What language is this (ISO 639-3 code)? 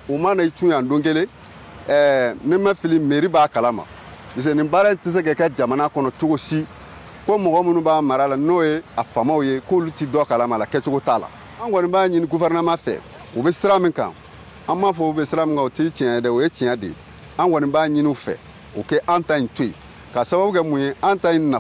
bam